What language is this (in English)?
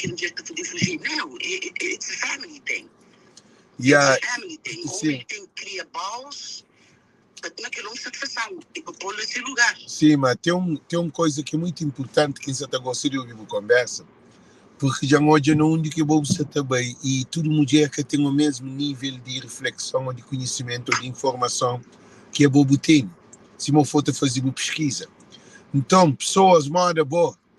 Kabuverdianu